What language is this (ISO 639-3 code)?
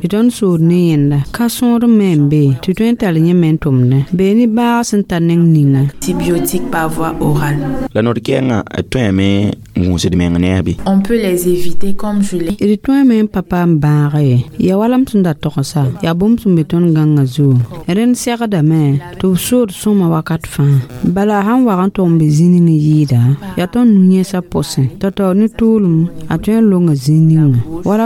mos